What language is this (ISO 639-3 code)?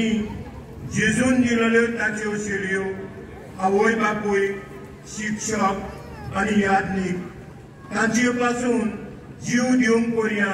kok